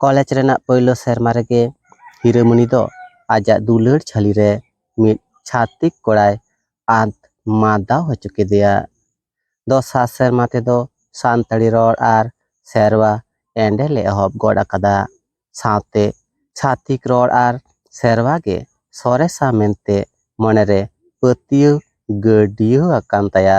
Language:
Santali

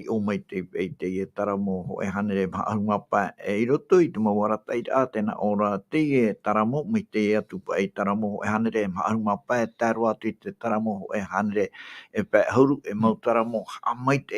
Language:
Tahitian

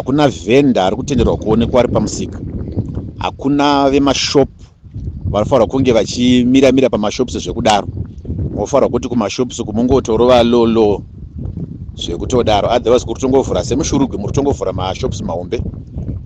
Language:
Shona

